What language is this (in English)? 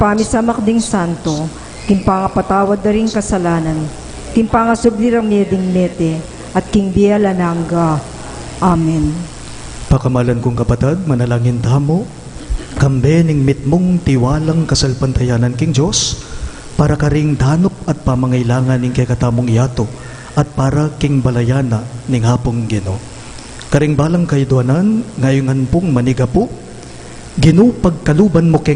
Pampanga